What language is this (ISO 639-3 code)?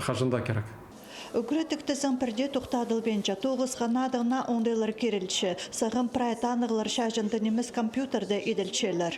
kjh